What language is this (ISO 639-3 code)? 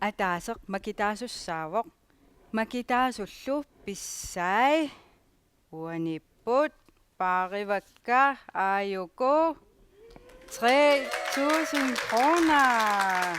kal